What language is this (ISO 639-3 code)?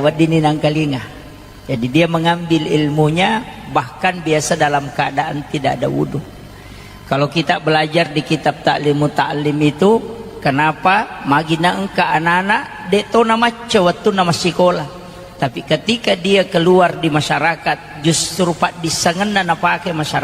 bug